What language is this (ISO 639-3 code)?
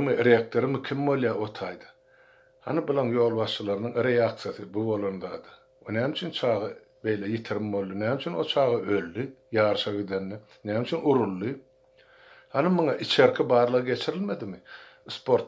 tuk